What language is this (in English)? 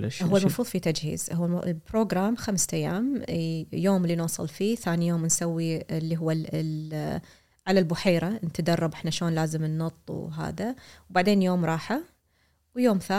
Gulf Arabic